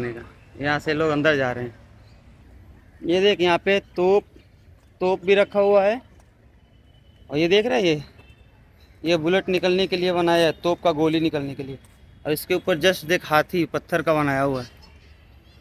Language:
Hindi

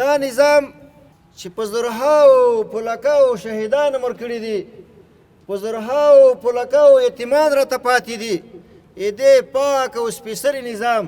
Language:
Pashto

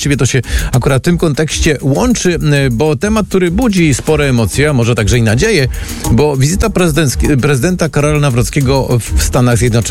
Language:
Polish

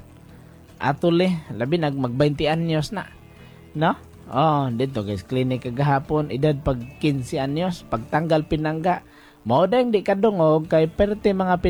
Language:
Cebuano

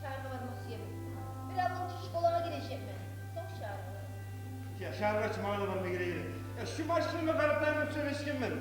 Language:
Kumyk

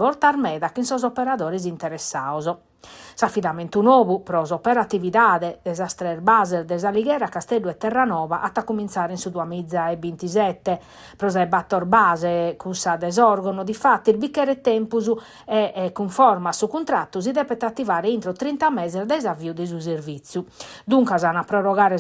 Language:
Sardinian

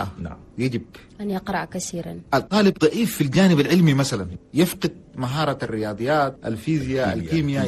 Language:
Chadian Arabic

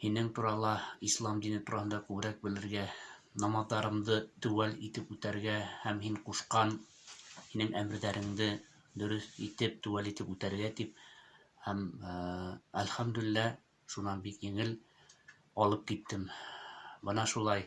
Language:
Bashkir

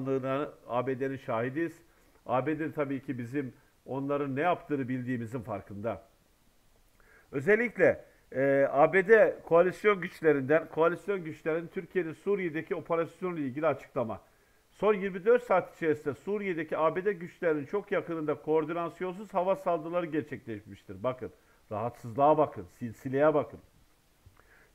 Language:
Turkish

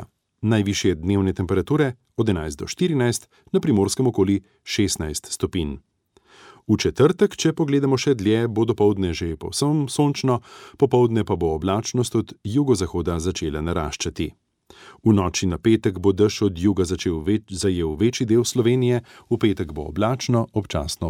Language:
Slovenian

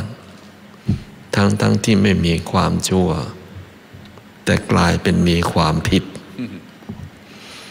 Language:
Thai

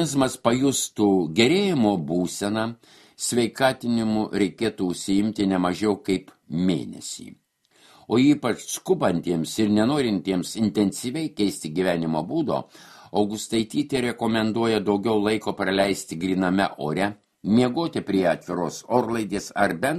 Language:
Lithuanian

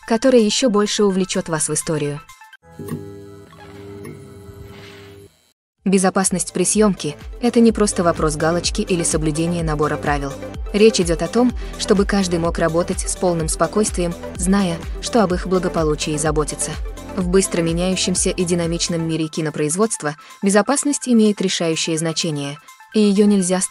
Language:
Russian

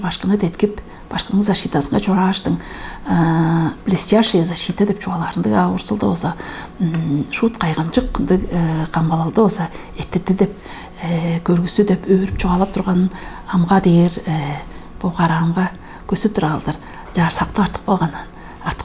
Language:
Tuvinian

